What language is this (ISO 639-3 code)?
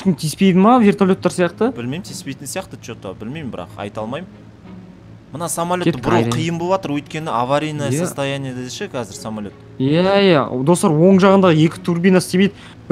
kaz